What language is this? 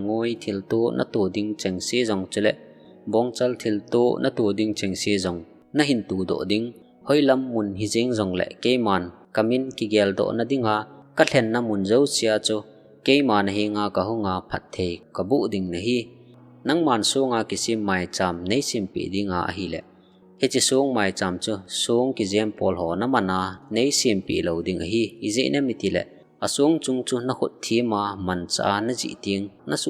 Thado Chin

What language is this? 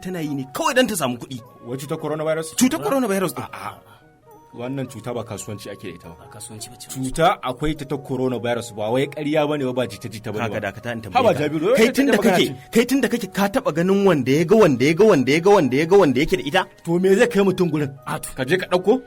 Hausa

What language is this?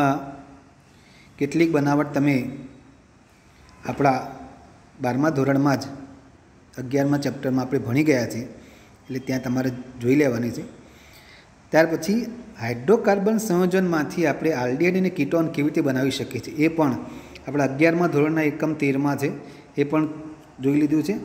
Gujarati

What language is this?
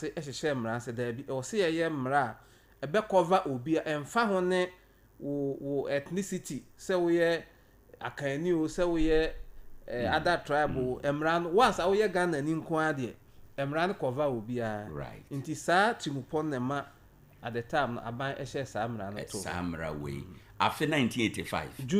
Akan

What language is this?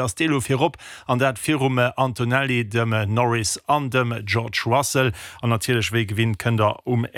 Luxembourgish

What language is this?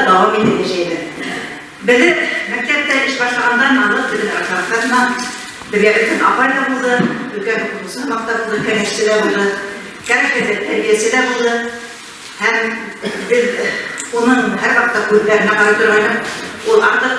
Bashkir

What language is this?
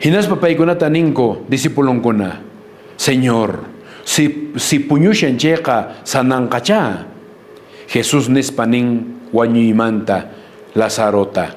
Quechua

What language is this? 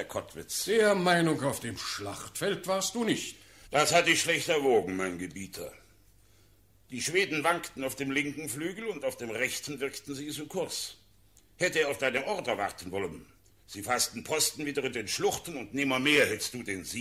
German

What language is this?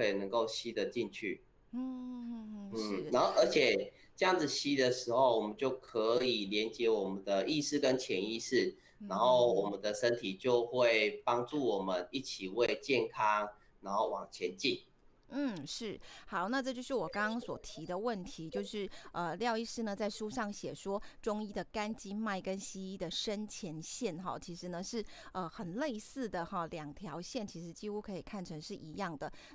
Chinese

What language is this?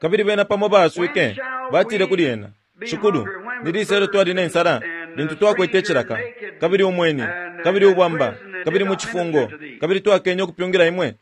Bemba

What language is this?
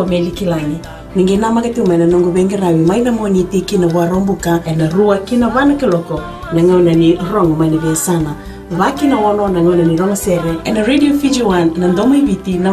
Fijian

